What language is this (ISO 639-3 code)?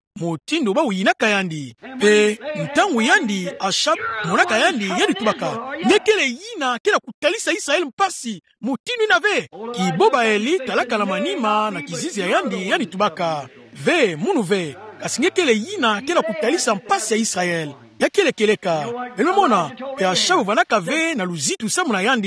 ktu